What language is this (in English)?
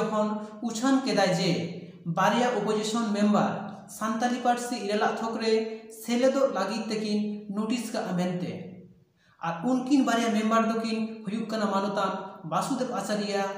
Santali